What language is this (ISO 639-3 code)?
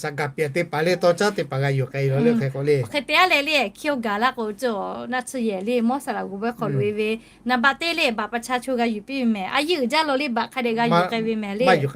lhu